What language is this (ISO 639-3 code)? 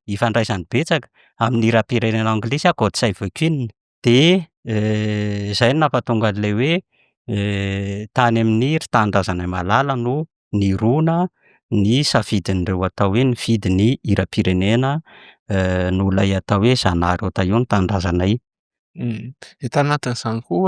mlg